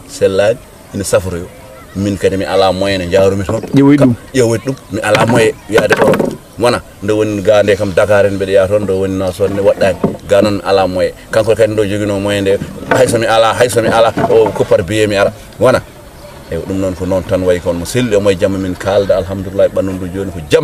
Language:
Fula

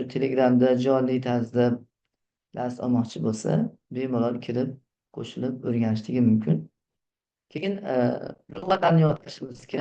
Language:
Uzbek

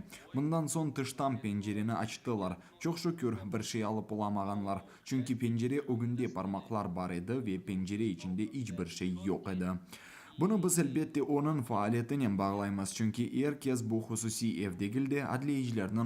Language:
Crimean Tatar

